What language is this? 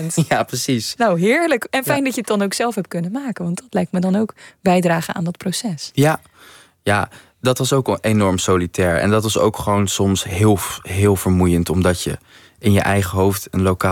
Dutch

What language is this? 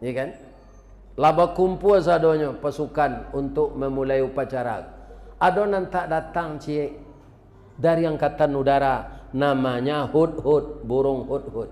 Minangkabau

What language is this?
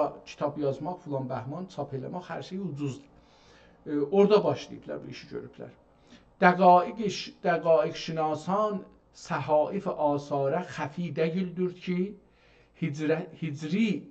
South Azerbaijani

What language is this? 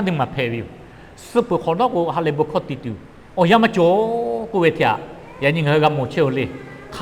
Lahu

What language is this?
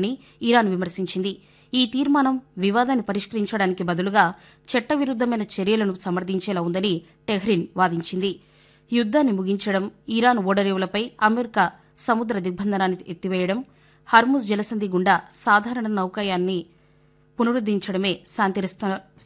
Telugu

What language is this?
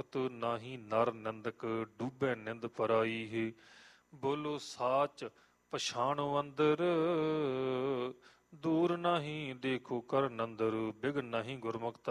Punjabi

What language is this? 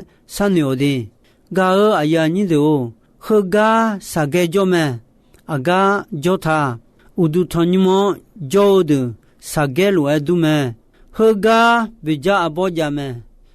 Akha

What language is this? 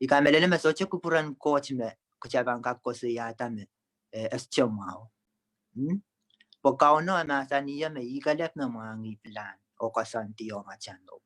Pohnpeian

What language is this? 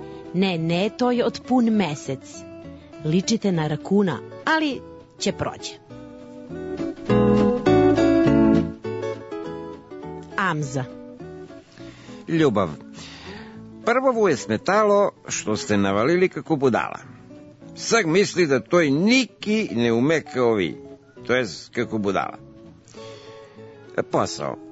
Serbian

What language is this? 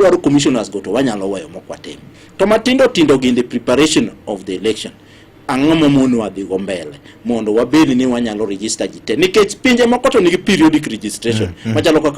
Luo (Kenya and Tanzania)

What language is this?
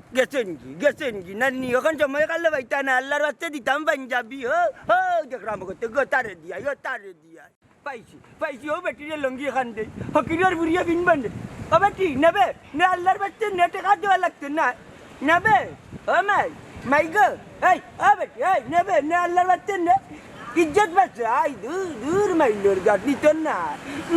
Sylheti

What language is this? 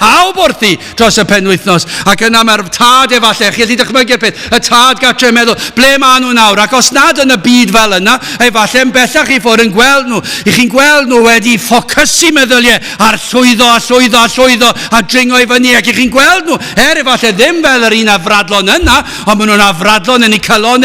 Welsh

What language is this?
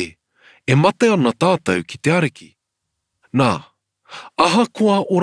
Māori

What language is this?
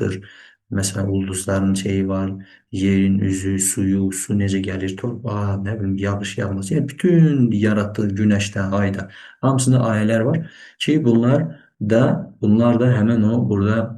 Azerbaijani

